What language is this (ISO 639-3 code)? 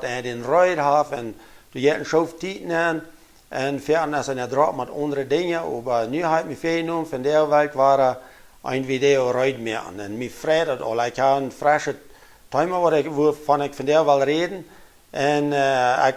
pdt